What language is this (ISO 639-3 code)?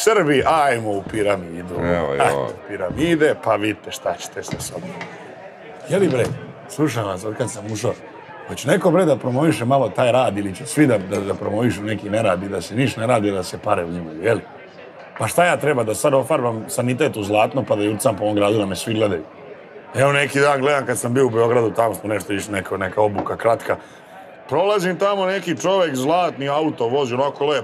srp